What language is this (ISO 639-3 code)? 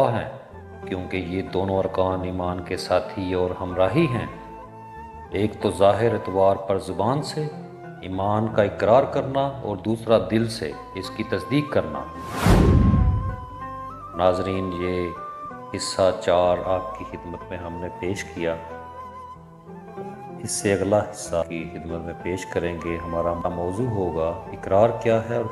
urd